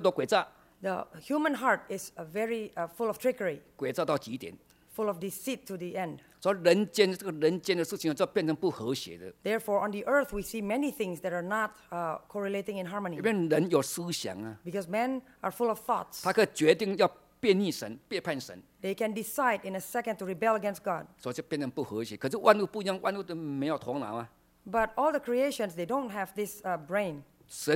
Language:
Chinese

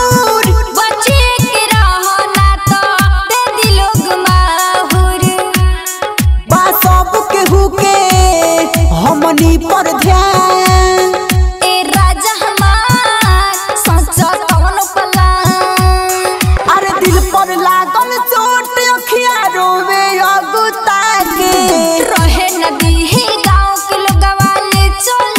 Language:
Bhojpuri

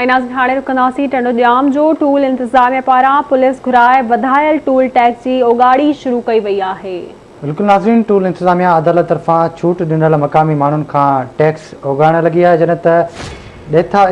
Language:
Sindhi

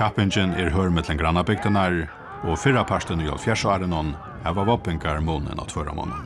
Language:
Faroese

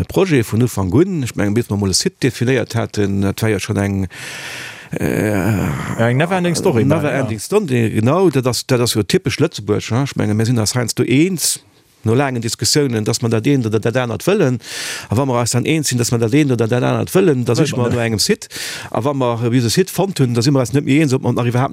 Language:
Luxembourgish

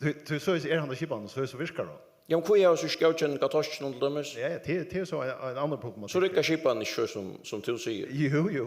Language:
Faroese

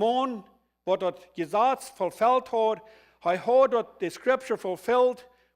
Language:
Plautdietsch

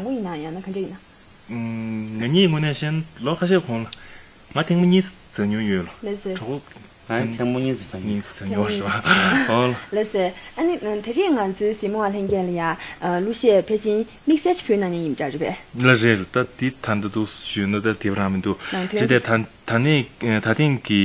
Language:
Tibetan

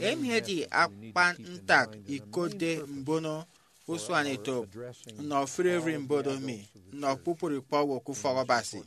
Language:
Efik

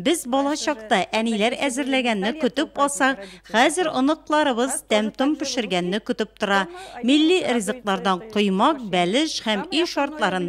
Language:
Tatar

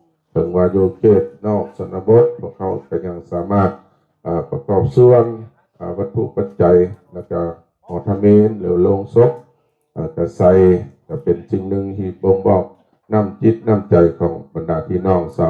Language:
Lao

